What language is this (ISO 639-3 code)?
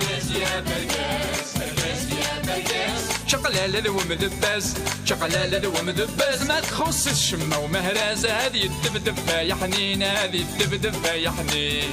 kab